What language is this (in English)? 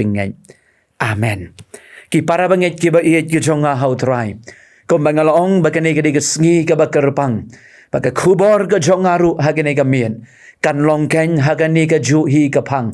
Khasi